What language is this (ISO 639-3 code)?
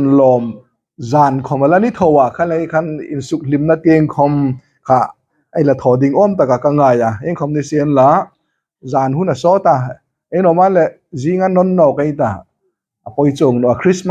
hmr